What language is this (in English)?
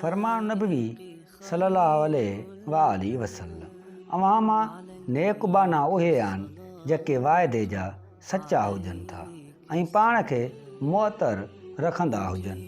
Sindhi